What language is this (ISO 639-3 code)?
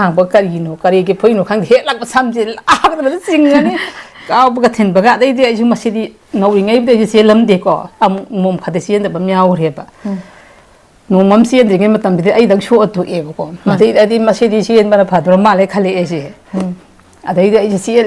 mni